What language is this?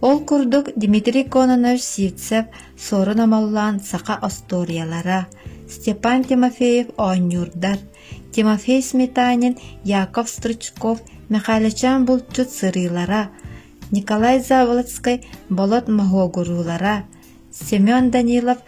Yakut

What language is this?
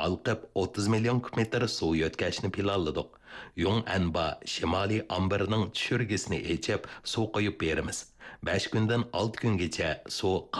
Uyghur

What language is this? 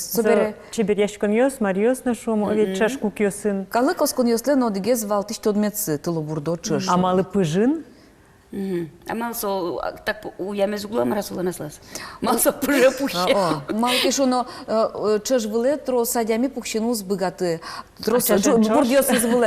Udmurt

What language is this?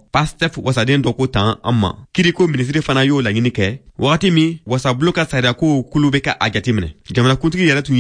Bambara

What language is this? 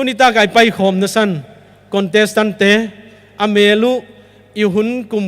Paite Chin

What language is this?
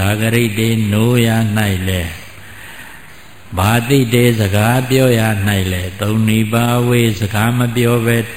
Burmese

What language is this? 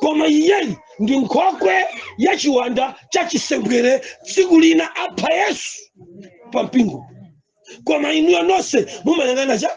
Nyanja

